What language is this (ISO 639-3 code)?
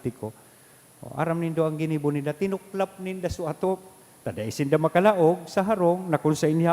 bik